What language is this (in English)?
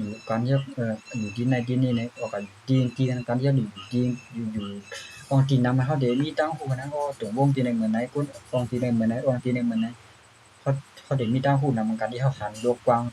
Shan